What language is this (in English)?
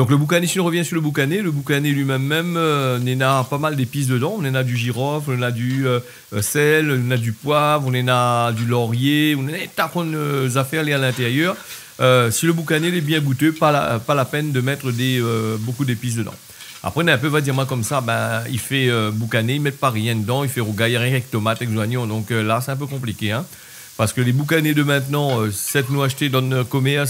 Réunion Creole French